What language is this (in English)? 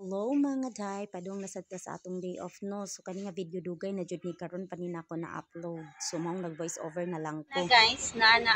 Cebuano